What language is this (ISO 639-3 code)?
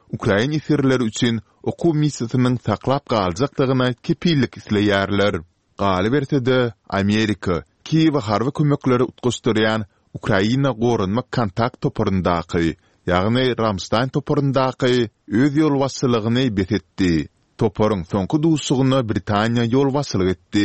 tuk